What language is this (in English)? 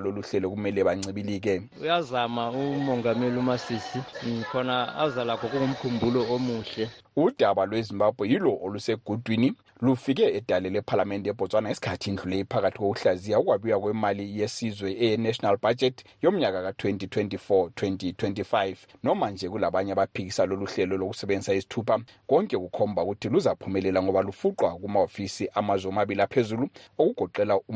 North Ndebele